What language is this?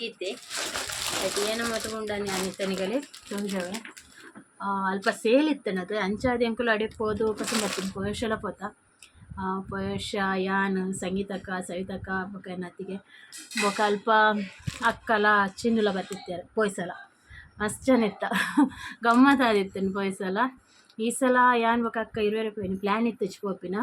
Tulu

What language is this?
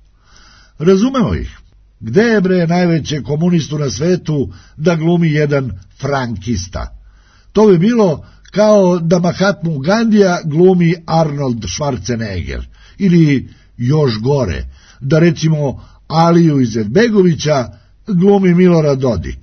Serbian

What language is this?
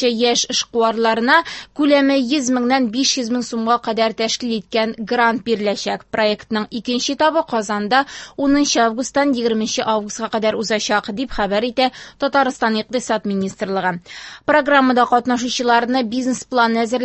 Tatar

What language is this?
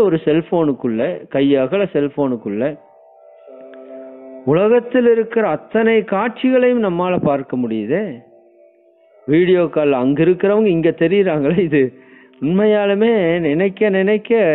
Tamil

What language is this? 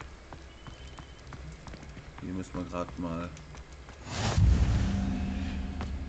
German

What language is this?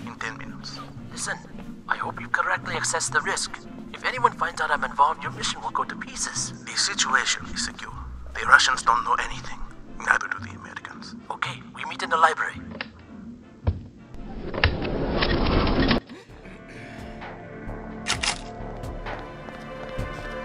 English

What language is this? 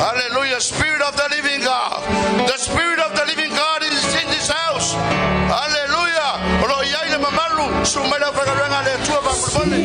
Samoan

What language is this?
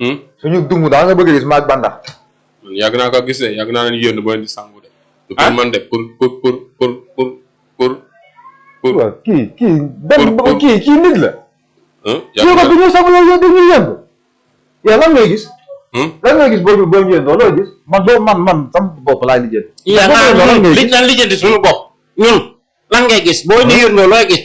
Wolof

